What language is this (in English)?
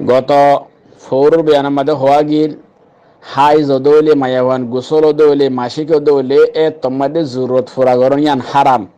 Rohingya